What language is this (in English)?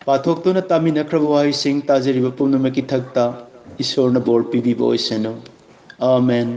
Manipuri